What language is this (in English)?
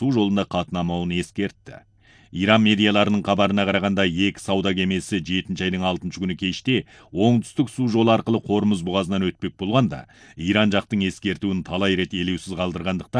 Kazakh